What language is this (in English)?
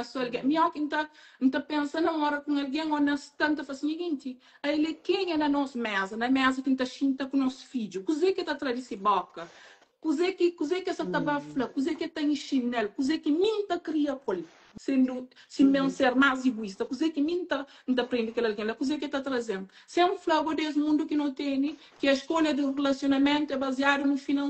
Kabuverdianu